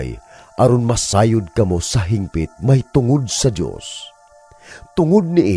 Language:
Cebuano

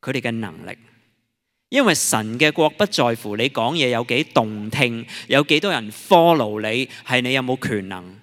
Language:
Cantonese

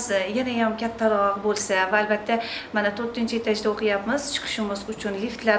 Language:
Uzbek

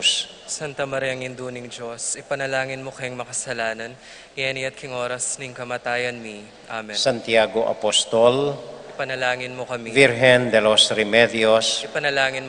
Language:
Pampanga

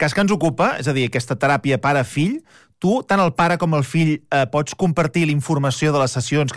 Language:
Catalan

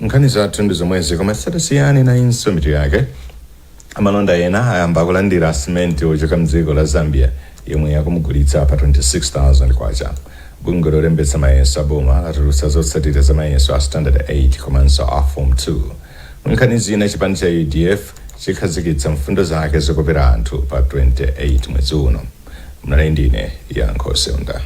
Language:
Nyanja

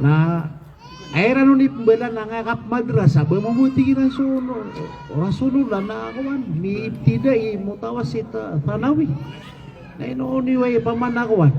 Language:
Maranao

